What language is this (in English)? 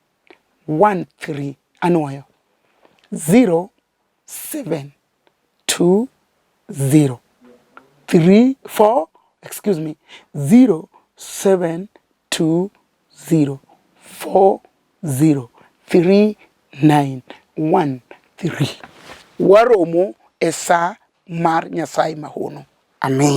Luo (Kenya and Tanzania)